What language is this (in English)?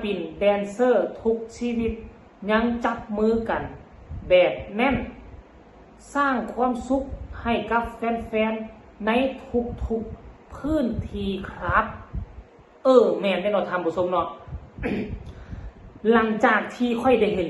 Lao